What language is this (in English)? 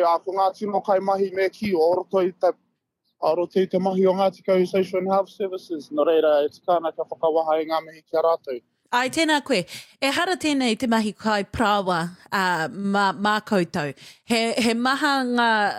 Māori